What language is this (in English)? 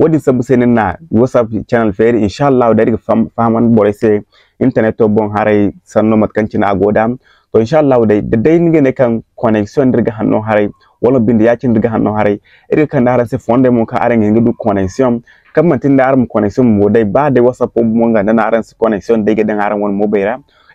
Zarma